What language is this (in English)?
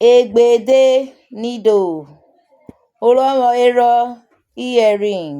Urhobo